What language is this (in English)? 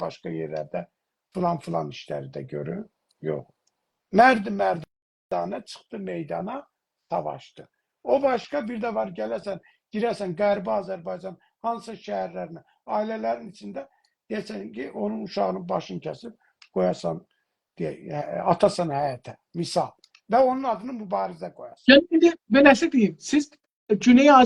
South Azerbaijani